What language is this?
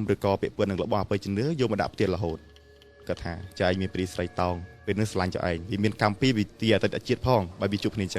Khmer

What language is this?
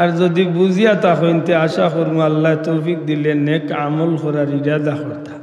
Sylheti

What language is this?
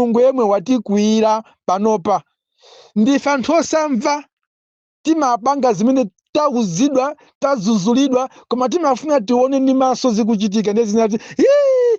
Nyanja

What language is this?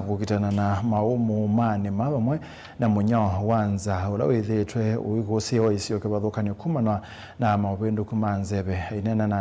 Kamba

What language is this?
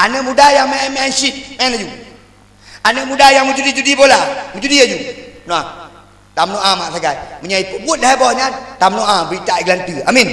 Achinese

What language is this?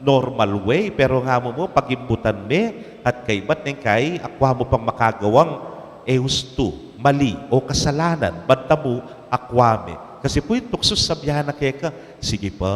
Pampanga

